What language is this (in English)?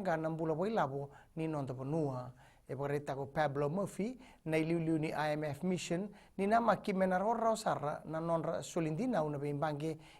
Fijian